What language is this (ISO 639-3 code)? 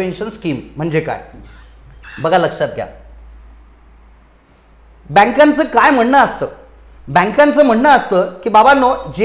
mar